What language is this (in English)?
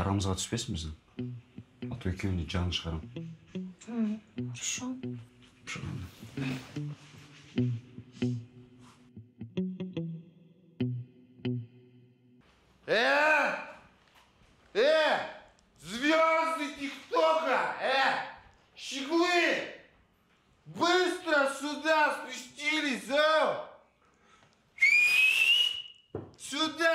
Kazakh